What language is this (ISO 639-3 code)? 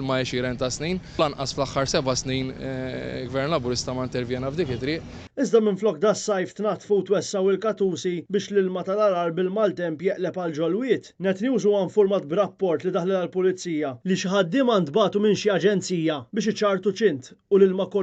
mlt